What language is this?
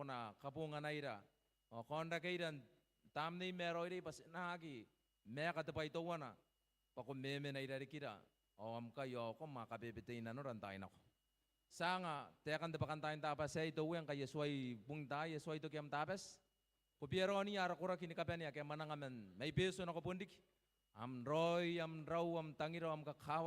Gilbertese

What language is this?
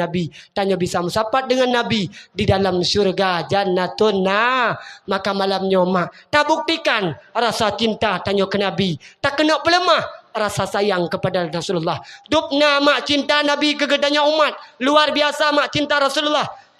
Achinese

